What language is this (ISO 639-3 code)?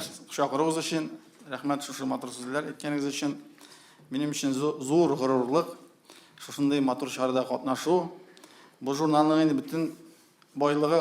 tat